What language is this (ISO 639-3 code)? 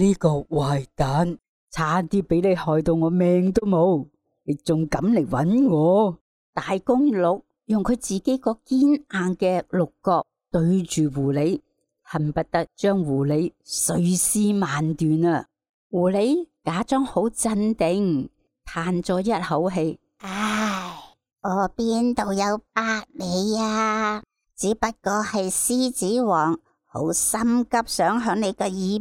yue